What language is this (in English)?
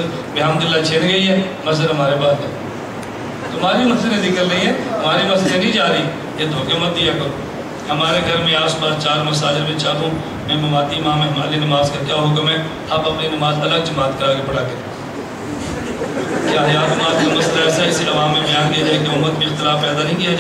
Urdu